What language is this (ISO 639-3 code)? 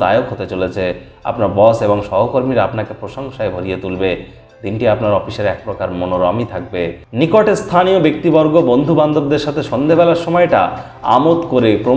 ben